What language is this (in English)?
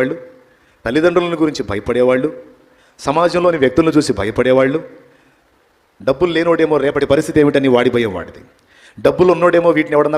Telugu